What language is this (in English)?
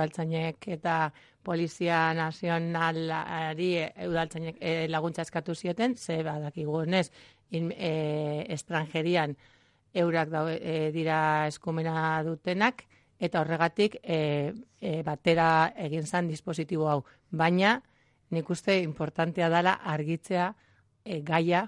Basque